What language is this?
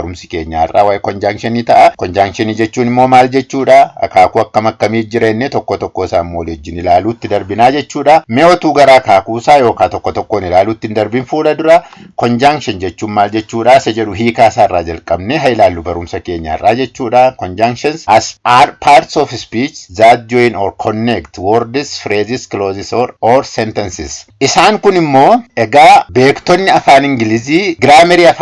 Oromo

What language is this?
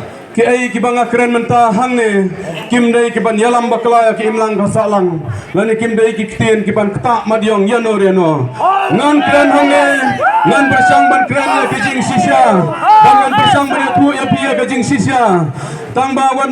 Khasi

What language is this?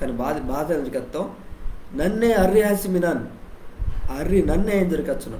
Koya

